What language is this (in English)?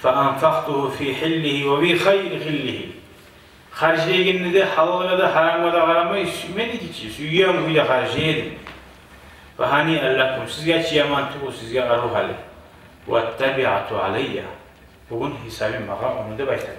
Kumyk